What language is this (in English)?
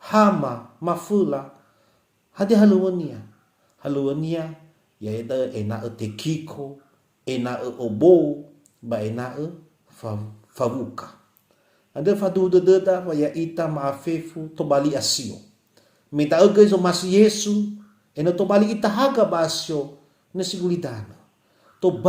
Nias